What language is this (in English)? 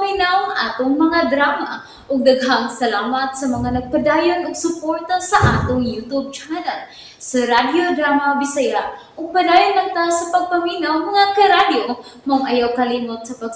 Cebuano